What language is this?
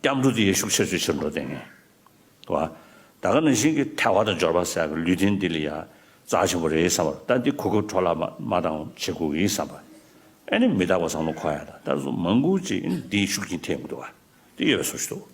Tibetan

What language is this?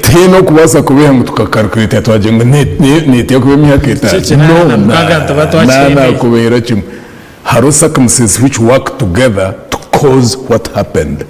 Nyankole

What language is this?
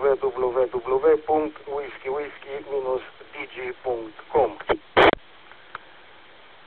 Romanian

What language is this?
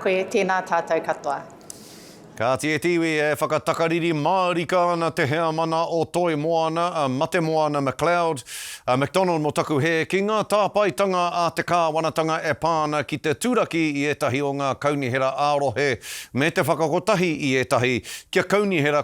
Māori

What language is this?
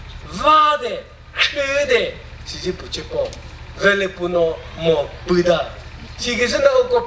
Chokri Naga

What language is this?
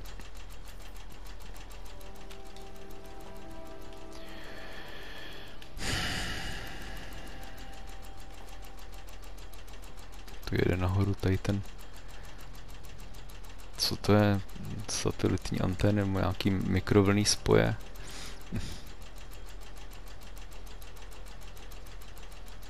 Czech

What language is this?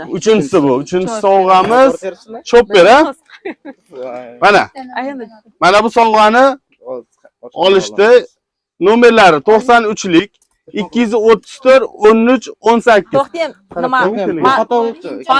Uzbek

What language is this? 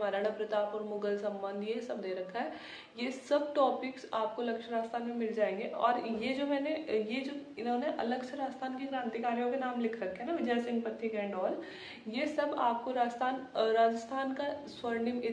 Hindi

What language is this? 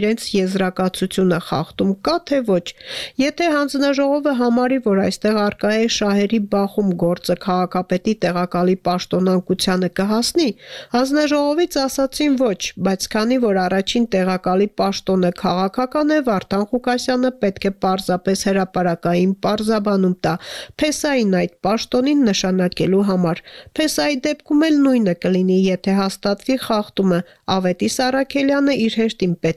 Armenian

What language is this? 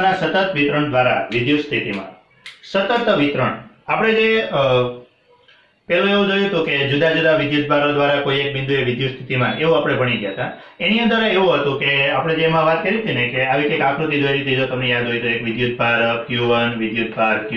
Gujarati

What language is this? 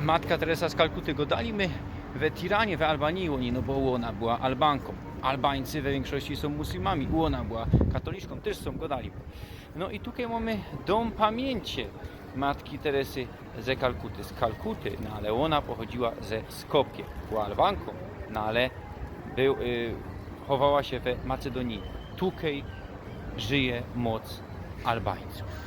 Silesian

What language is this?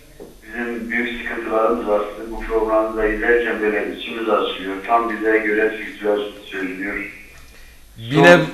Turkish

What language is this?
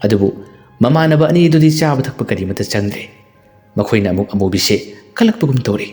Manipuri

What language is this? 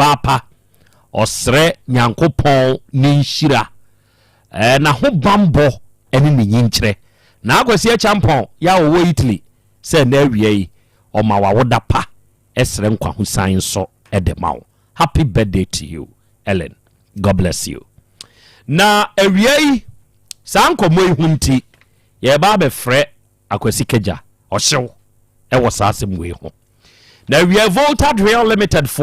Akan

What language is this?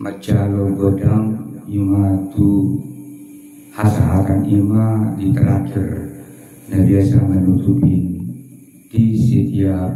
Batak Toba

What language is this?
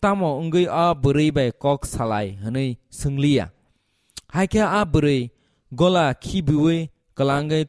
Kok Borok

